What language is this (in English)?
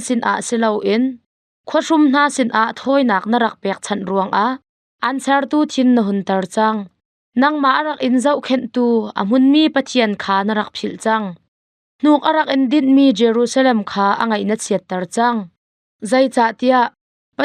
Hakha Chin